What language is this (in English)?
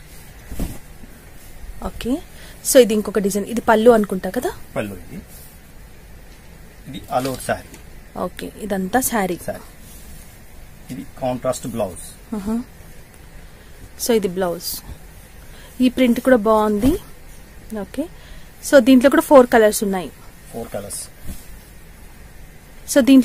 Telugu